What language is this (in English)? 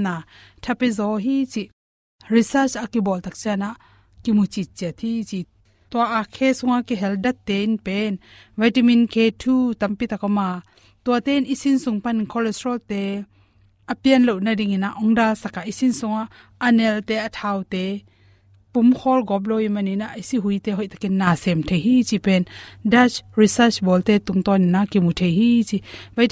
Tedim Chin